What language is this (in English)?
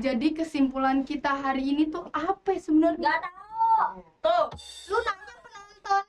Betawi